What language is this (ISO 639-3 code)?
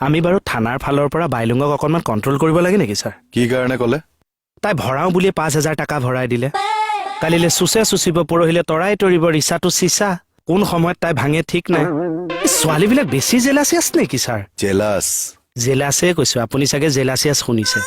asm